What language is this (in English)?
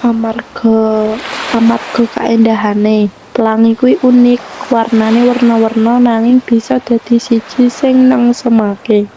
Javanese